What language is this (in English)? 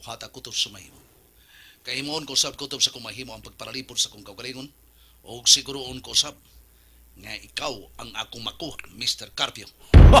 Cebuano